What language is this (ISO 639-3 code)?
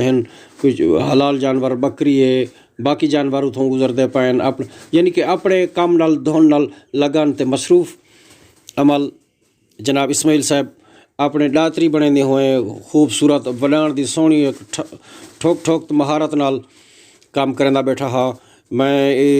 skr